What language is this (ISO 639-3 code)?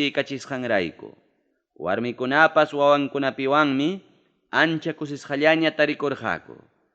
quy